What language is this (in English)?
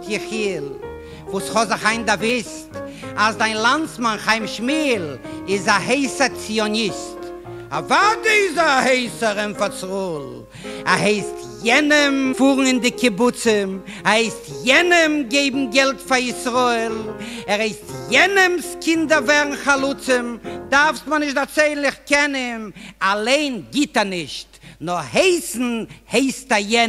Yiddish